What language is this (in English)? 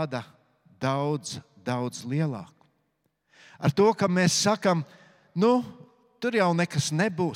Latvian